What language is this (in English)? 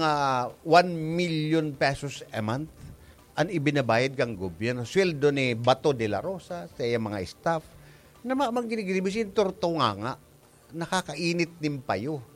Bikol